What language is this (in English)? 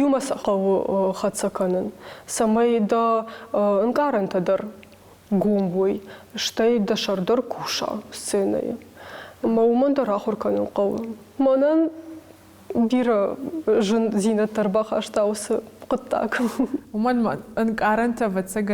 Ossetic